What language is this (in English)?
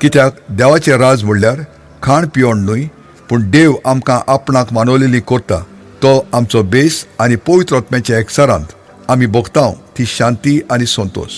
Konkani